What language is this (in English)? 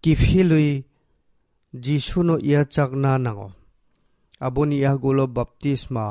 Kok Borok